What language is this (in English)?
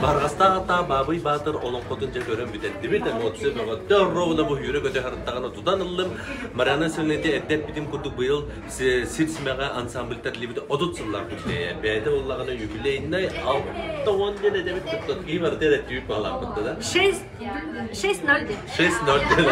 Yakut